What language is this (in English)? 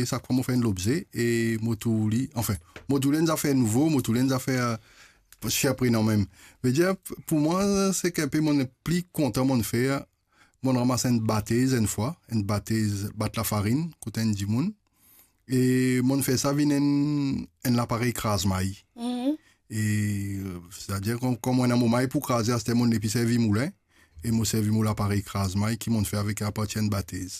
Morisyen